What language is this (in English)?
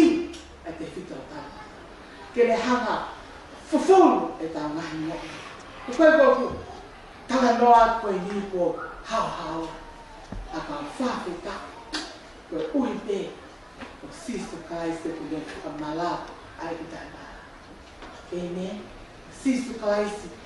Tongan